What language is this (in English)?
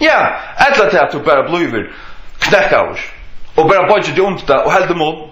Faroese